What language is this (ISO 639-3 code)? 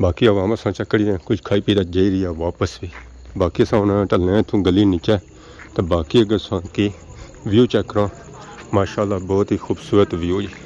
phr